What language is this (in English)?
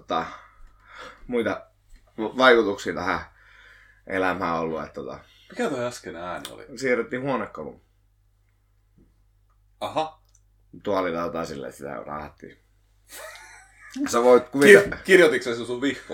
Finnish